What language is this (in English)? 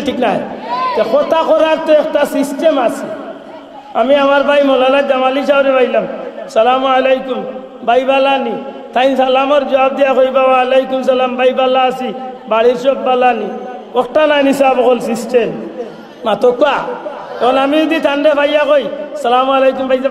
Sylheti